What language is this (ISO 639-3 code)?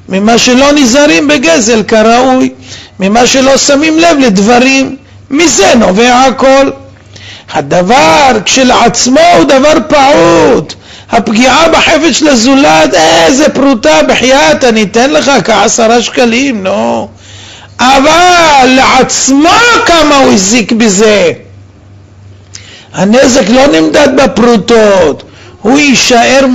heb